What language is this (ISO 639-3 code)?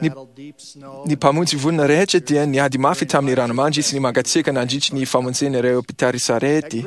mlg